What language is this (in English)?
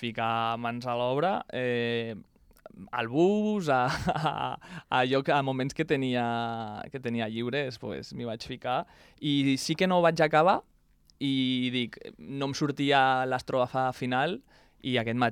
Catalan